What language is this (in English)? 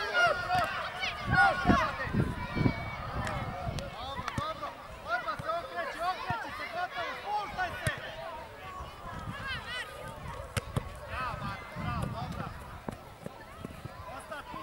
Croatian